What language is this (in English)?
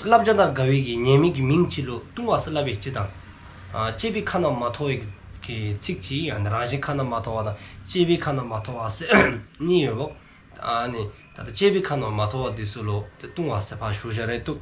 Dzongkha